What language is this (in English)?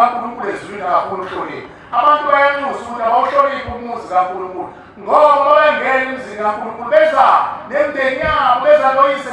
Zulu